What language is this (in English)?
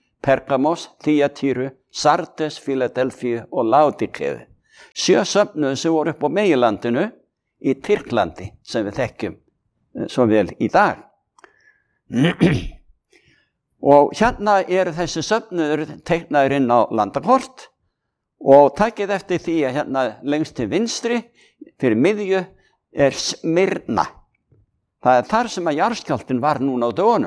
Icelandic